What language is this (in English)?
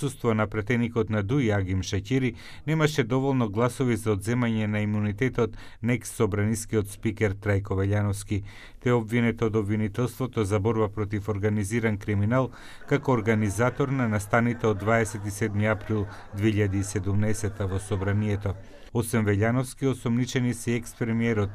Macedonian